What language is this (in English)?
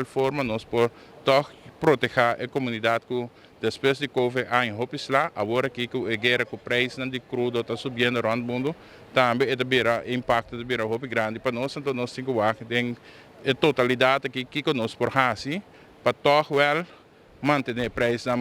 Papiamento